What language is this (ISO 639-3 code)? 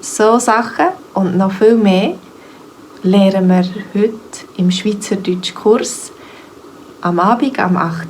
gsw